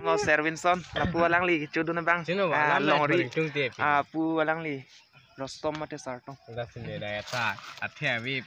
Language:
Karbi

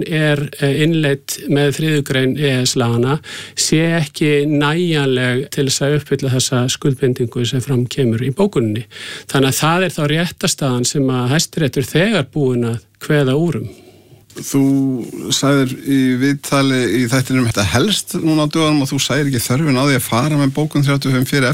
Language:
Icelandic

